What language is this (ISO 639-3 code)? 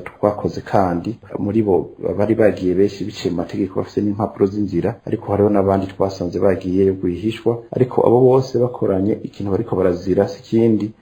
run